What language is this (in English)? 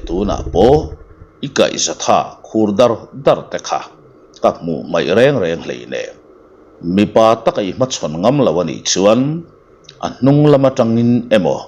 Mizo